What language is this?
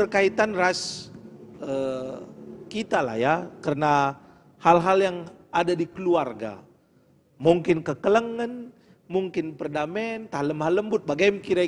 Batak Karo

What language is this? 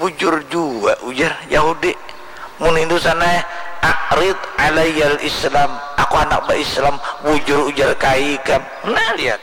Banjar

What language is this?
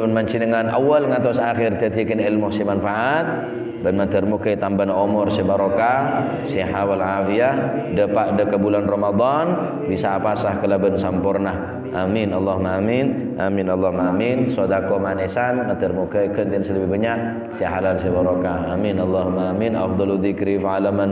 Madurese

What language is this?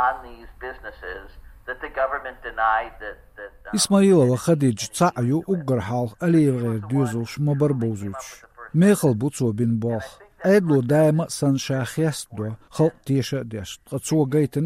Chechen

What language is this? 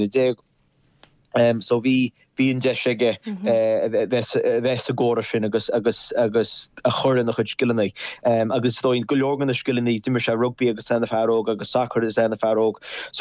Irish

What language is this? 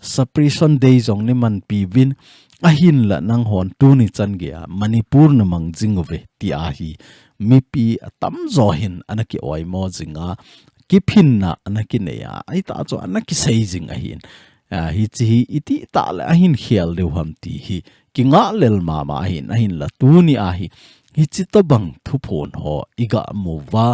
Thado Chin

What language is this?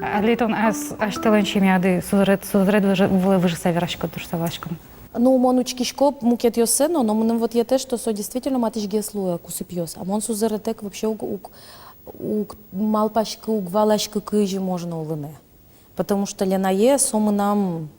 Udmurt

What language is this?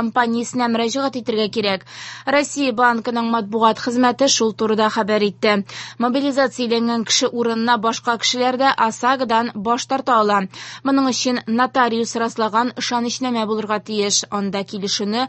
Tatar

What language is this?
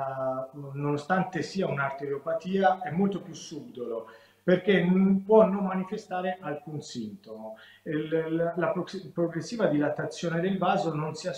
Italian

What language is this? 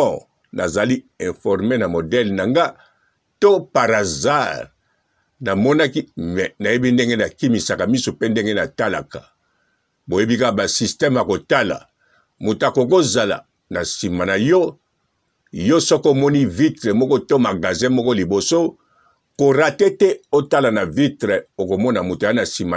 Lingala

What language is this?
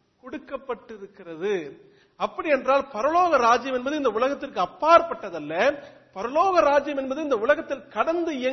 Tamil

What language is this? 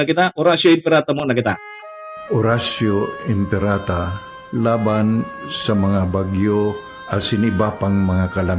Bikol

